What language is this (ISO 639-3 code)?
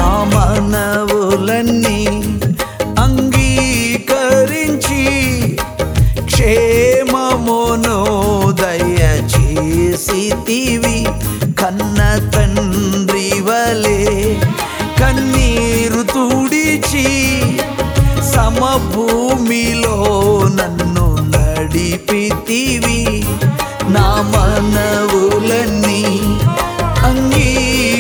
tel